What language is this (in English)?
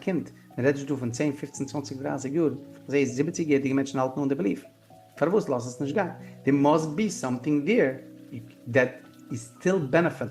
Yiddish